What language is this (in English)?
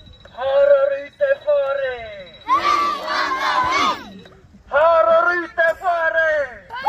Māori